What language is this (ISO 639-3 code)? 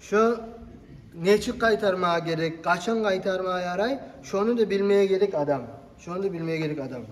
kum